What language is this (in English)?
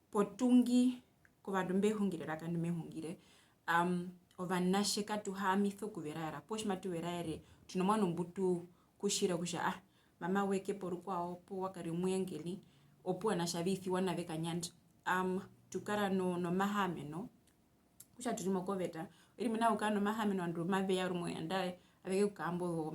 Herero